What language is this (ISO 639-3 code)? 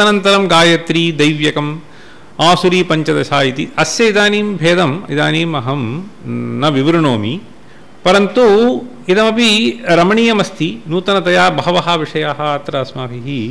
san